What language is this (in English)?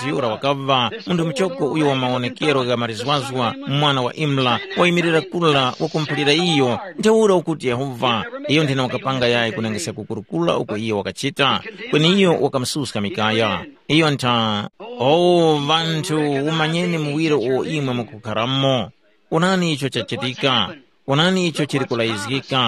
Tumbuka